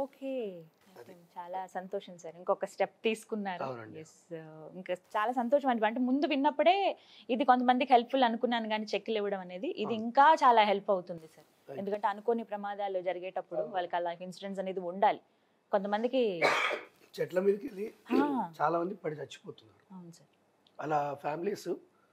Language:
Telugu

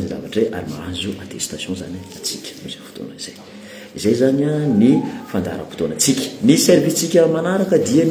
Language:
Malagasy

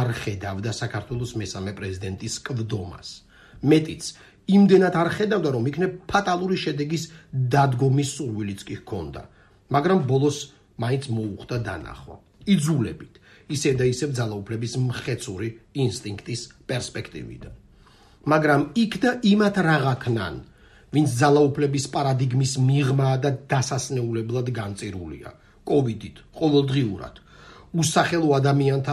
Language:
Georgian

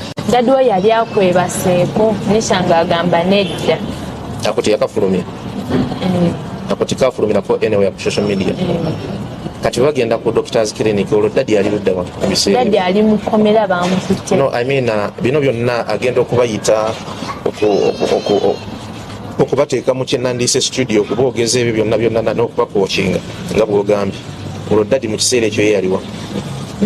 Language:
Ganda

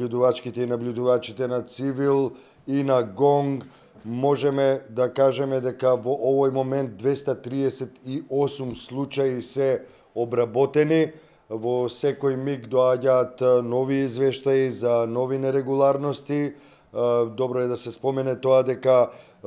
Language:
Macedonian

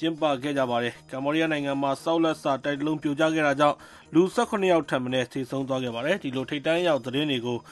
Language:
Burmese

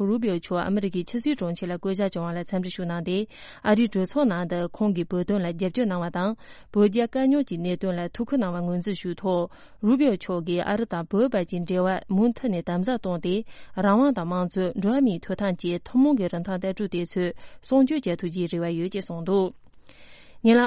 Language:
Tibetan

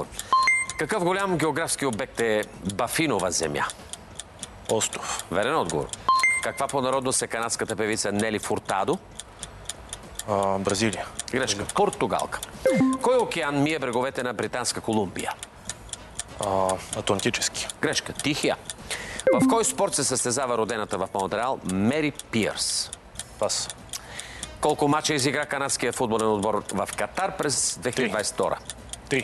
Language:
Bulgarian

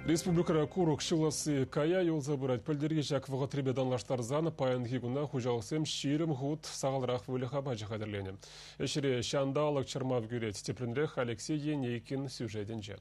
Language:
Chuvash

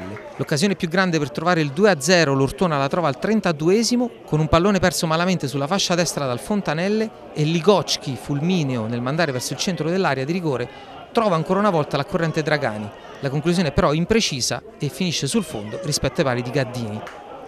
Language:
Italian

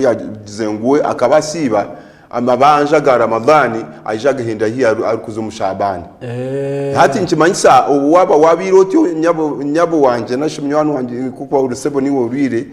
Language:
Nyankole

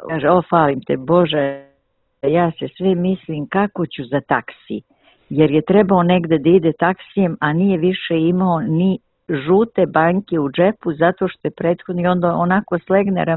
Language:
Serbian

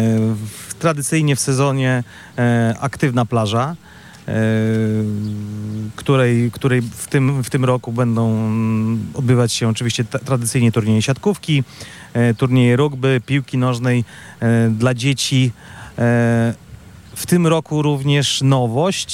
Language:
Polish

